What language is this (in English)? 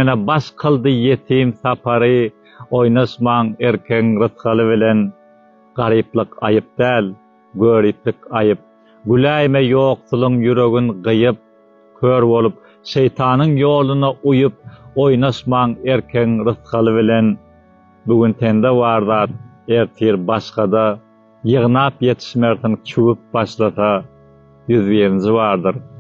Turkmen